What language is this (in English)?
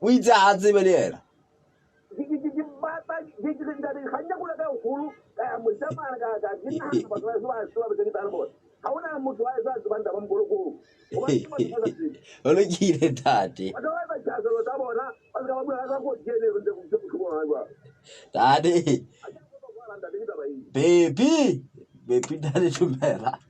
Southern Sotho